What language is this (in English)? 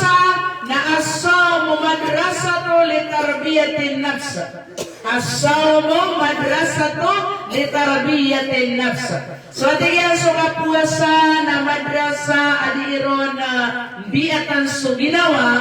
Maranao